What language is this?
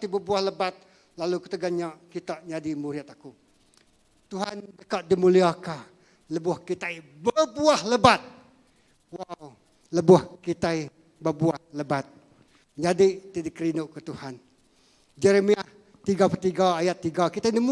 Iban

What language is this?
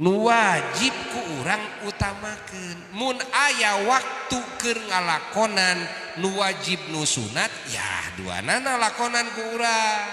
Sundanese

